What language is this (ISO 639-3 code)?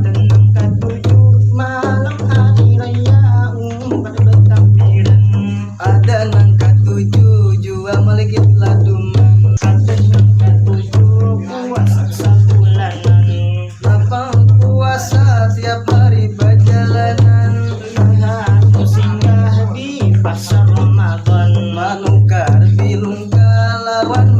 bjn